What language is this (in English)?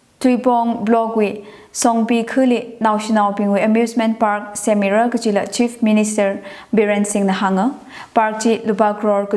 Tangkhul Naga (India)